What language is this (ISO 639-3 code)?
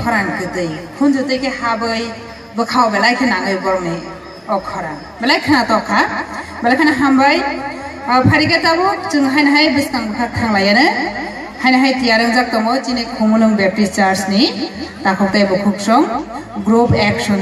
trp